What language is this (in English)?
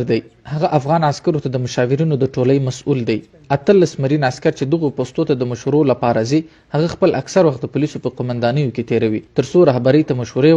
Pashto